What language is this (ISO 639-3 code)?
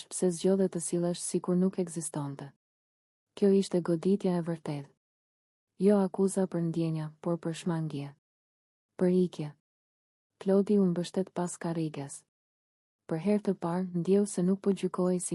sqi